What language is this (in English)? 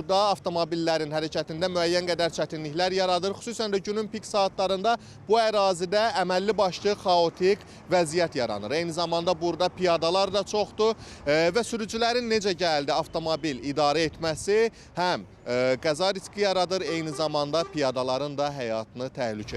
Azerbaijani